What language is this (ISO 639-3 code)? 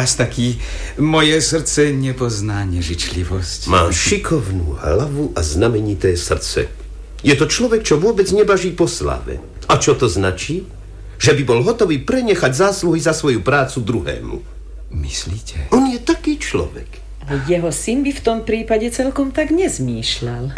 slk